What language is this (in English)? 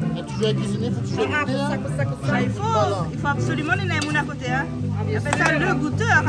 Réunion Creole French